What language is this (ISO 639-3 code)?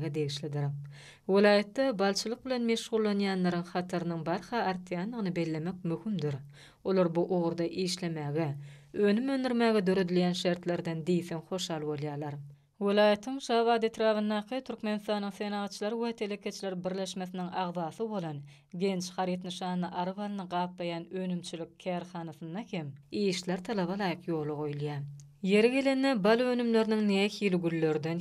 tuk